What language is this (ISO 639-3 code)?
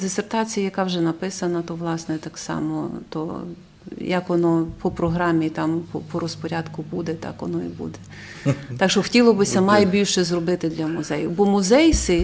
rue